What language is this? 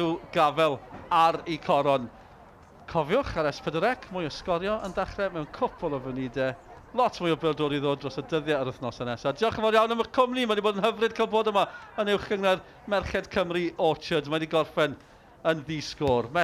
Welsh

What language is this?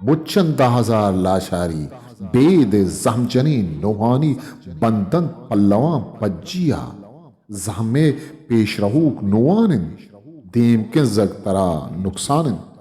Eastern Balochi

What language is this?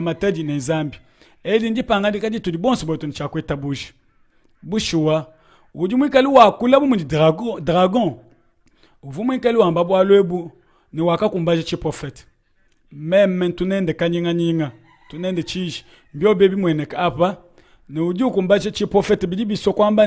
Luba-Lulua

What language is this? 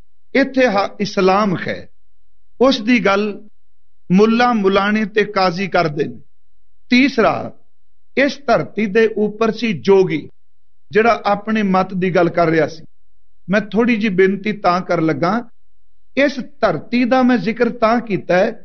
Punjabi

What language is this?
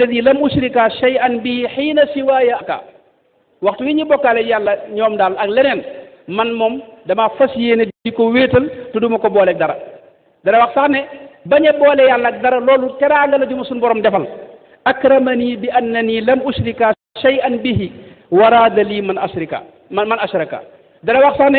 Wolof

